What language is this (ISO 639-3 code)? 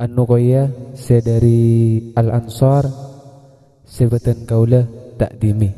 mad